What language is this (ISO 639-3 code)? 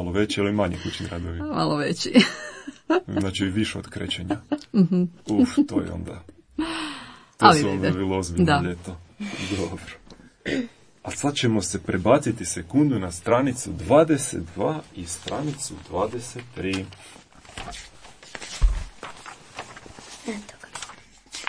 hrv